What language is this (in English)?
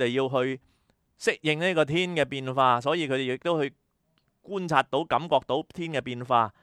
Cantonese